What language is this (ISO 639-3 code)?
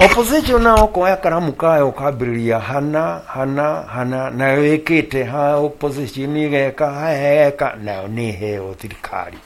kik